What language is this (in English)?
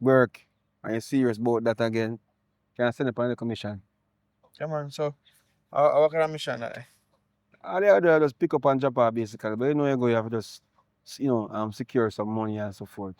Jamaican Creole English